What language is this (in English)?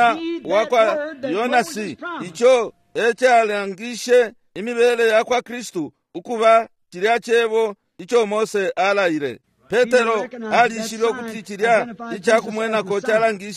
Bemba